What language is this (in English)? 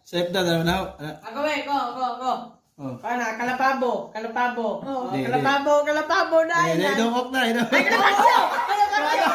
Cebuano